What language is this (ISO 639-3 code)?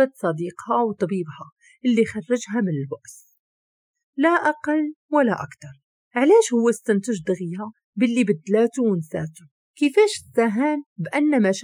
ary